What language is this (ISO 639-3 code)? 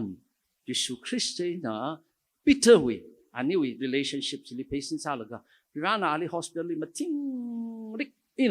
nmf